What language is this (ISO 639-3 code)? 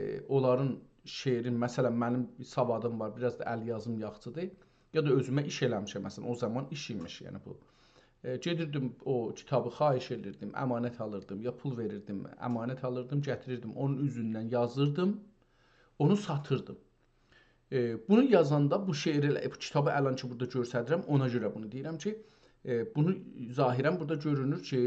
azb